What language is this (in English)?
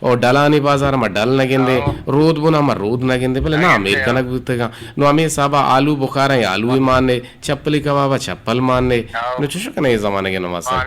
Eastern Balochi